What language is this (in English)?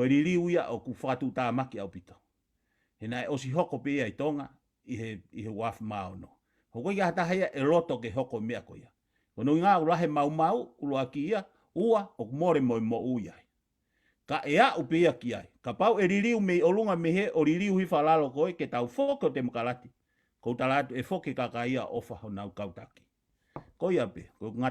Tongan